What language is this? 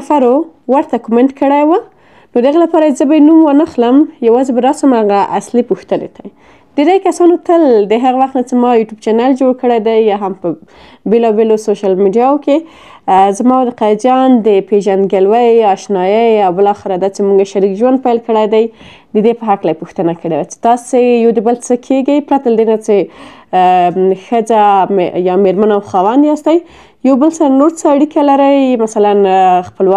Pashto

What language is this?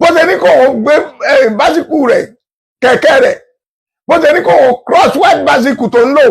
Yoruba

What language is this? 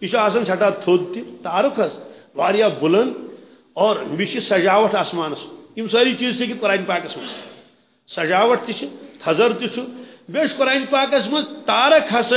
Kashmiri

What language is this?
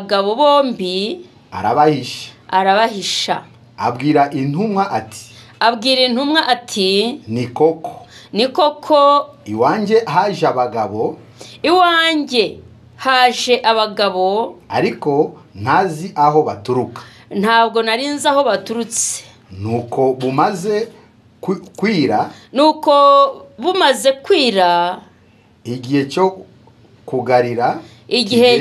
Kinyarwanda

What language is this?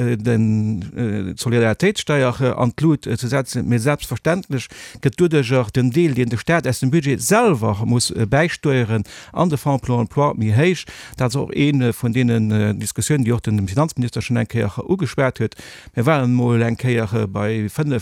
Luxembourgish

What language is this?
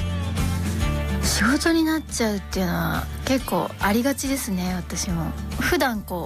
Japanese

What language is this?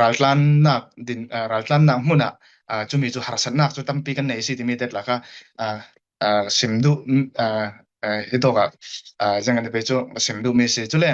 Falam Chin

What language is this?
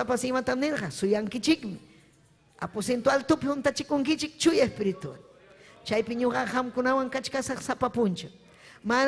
Ayacucho Quechua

